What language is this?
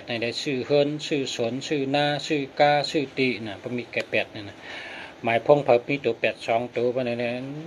Shan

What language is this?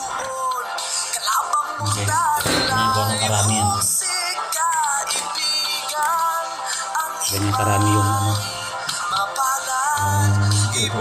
Filipino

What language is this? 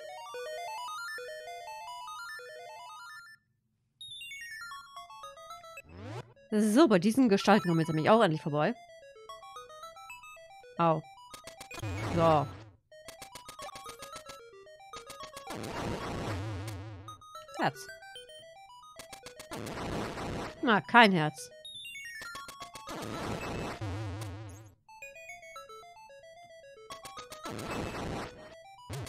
German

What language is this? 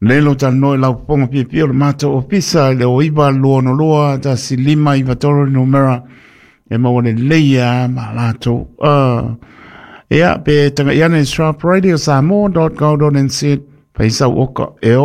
Samoan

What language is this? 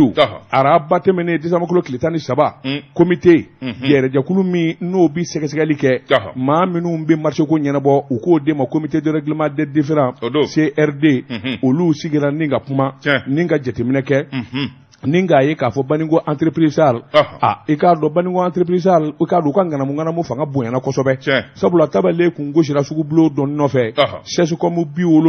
Bambara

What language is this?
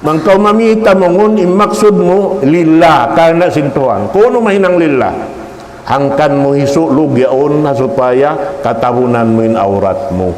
Tausug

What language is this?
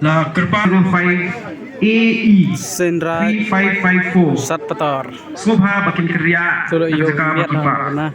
Khasi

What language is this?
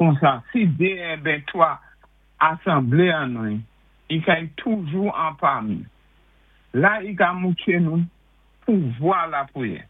Saint Lucian Creole French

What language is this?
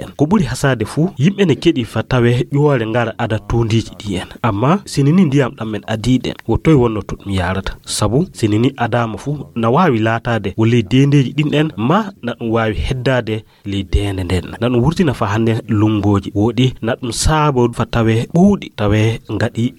Fula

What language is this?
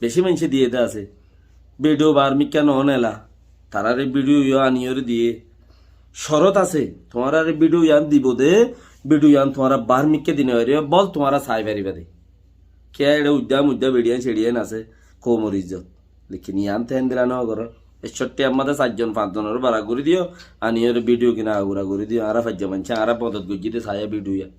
Rohingya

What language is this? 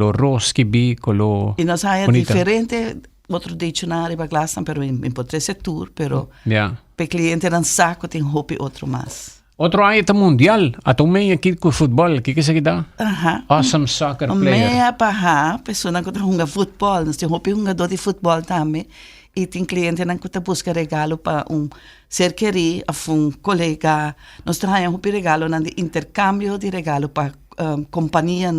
Papiamento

